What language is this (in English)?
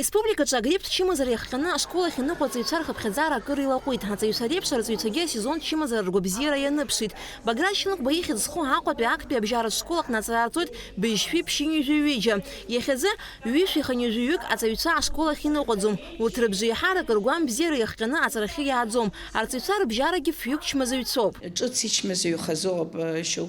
Abkhazian